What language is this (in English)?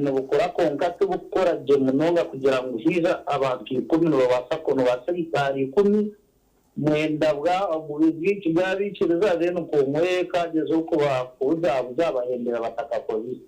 Nyankole